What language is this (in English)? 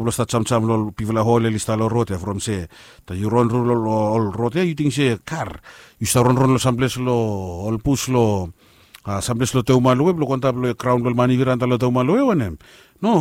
Bislama